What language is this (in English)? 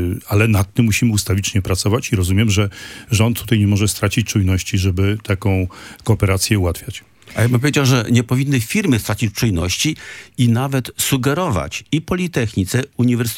Polish